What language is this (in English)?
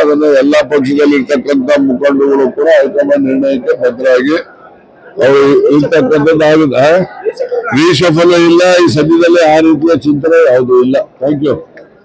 Kannada